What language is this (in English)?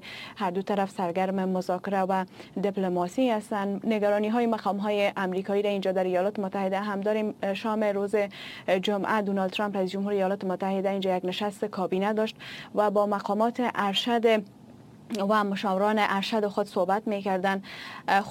Persian